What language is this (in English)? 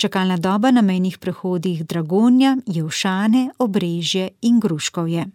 Slovenian